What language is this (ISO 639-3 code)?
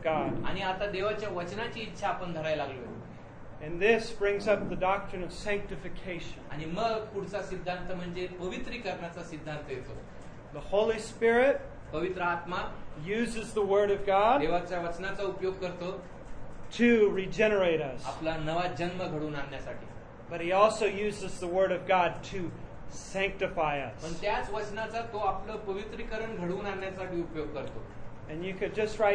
mar